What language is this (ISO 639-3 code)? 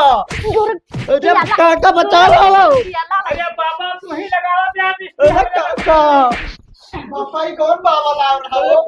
awa